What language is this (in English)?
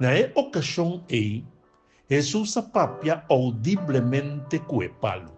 Papiamento